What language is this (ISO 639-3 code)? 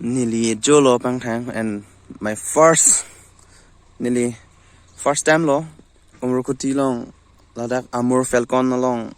mjw